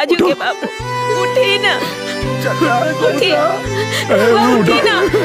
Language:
Bhojpuri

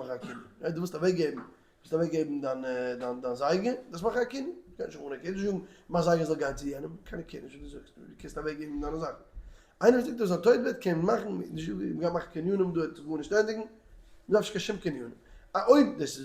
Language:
Yiddish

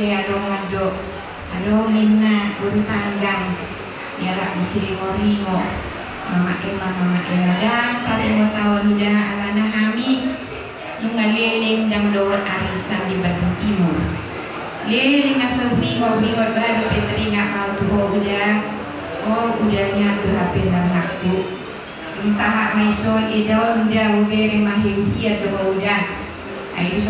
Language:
Batak Toba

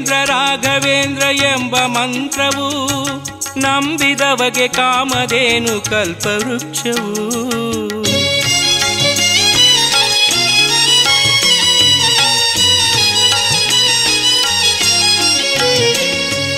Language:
Kannada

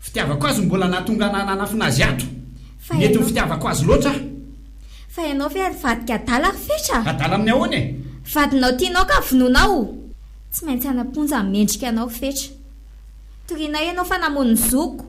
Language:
Malagasy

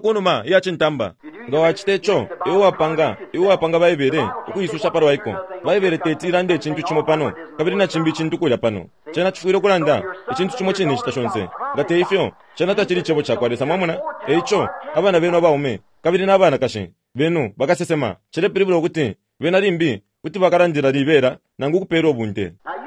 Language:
Bemba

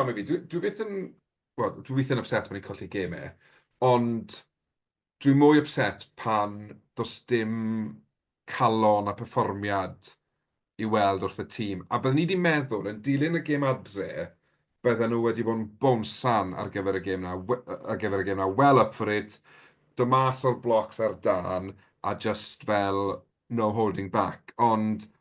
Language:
Welsh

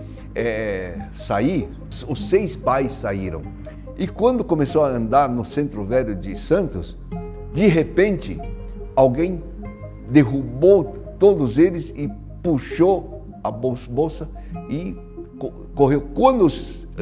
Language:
Portuguese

